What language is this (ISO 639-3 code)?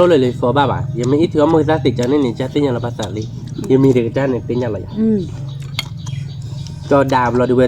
ksw